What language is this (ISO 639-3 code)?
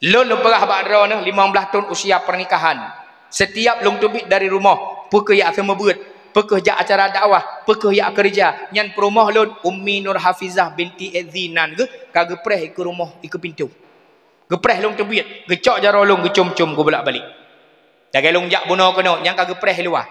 ace